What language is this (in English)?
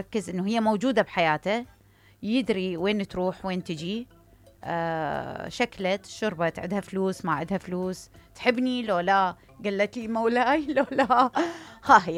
Mesopotamian Arabic